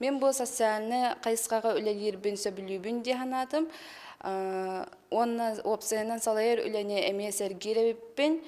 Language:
Yakut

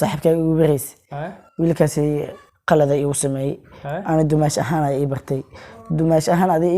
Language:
Somali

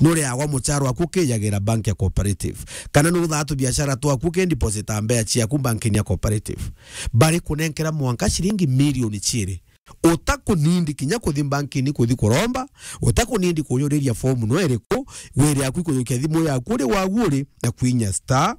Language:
Meru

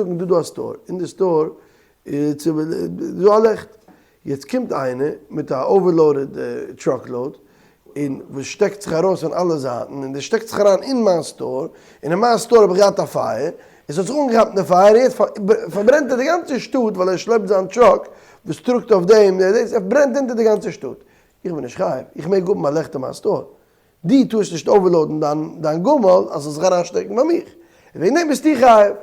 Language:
Yiddish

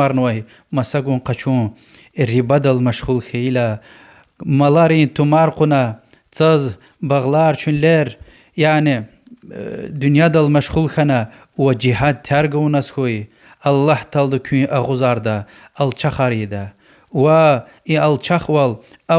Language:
Lezghian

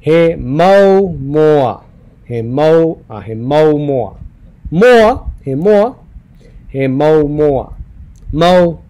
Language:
Hawaiian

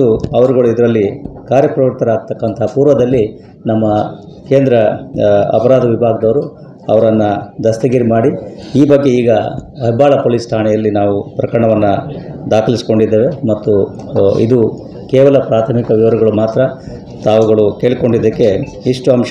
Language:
Kannada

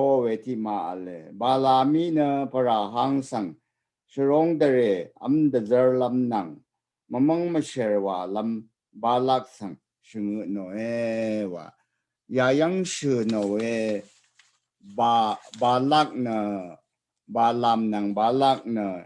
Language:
Rawang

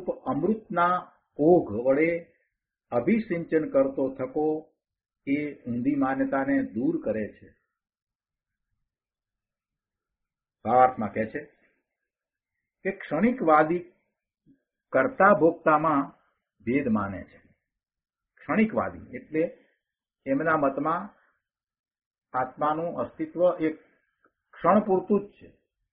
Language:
Gujarati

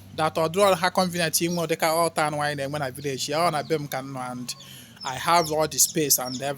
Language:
Igbo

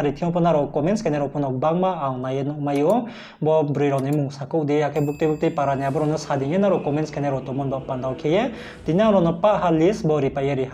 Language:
Riang (India)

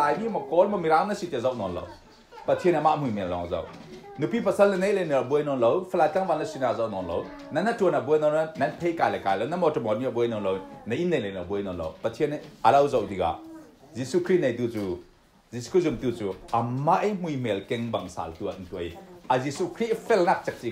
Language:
Falam Chin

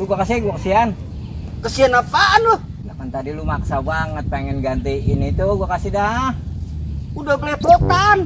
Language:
Betawi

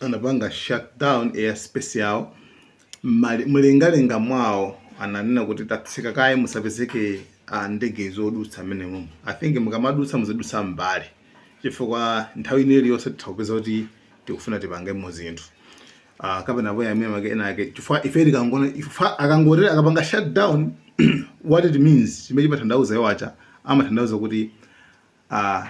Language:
Nyanja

